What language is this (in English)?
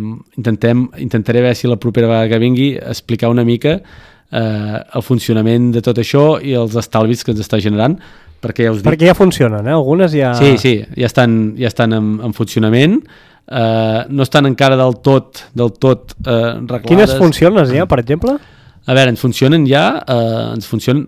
Catalan